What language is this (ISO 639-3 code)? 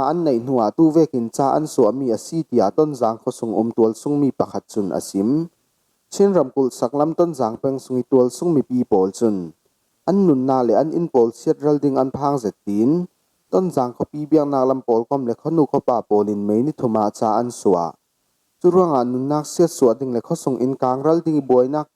cfm